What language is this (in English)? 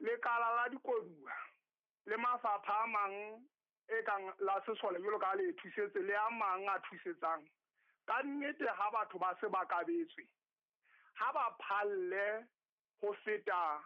Southern Sotho